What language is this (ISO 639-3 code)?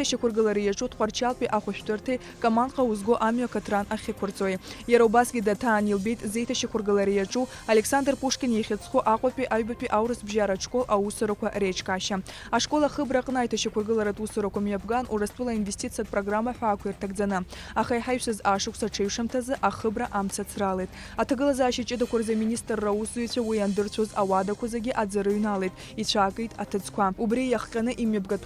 abk